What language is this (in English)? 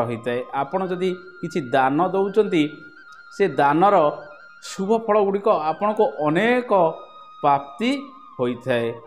Odia